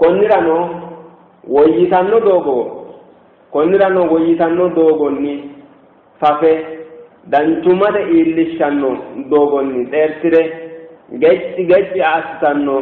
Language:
Sidamo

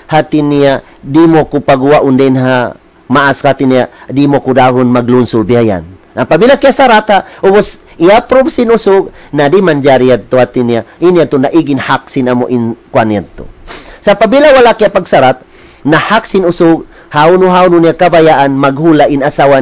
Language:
Tausug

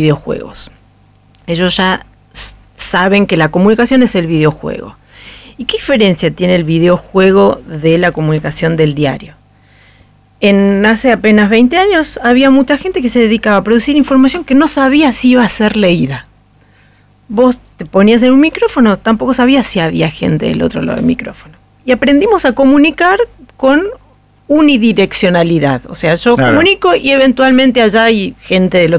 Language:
Spanish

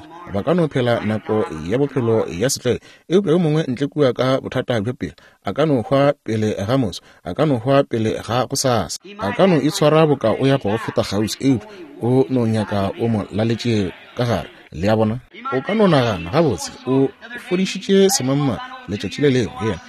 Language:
Northern Sotho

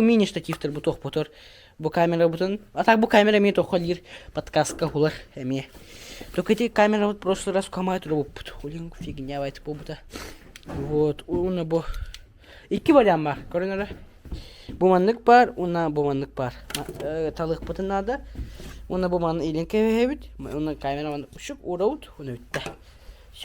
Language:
Yakut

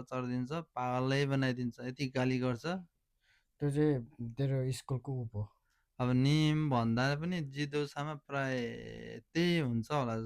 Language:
Nepali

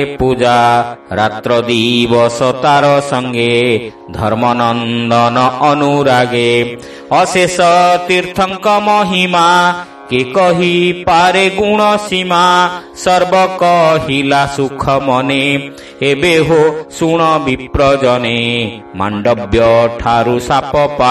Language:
Odia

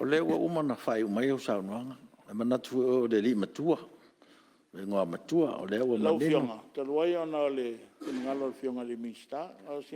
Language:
Samoan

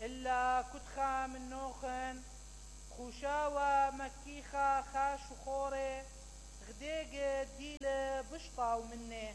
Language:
Mesopotamian Arabic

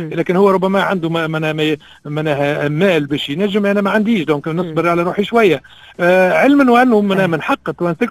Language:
Tunisian Arabic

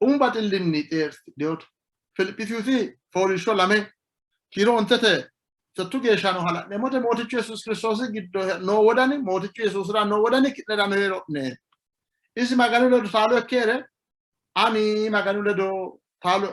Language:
Sidamo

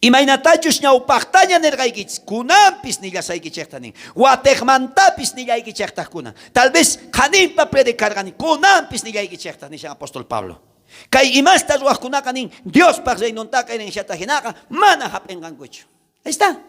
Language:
South Bolivian Quechua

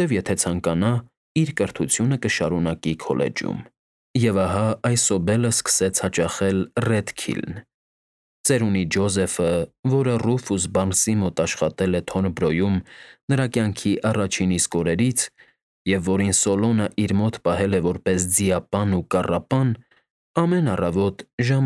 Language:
Armenian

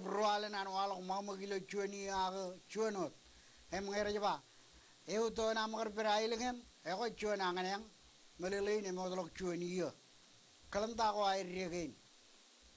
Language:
Marshallese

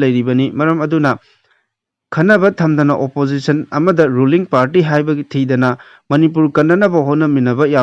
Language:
Manipuri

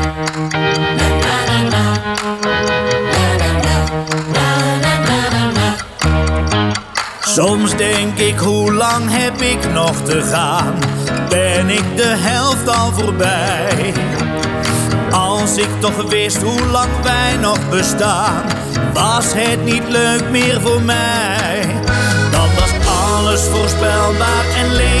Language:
Dutch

